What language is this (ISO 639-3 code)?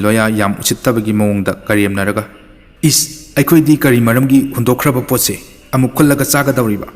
mni